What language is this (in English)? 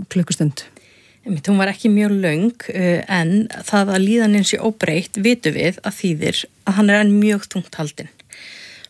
Icelandic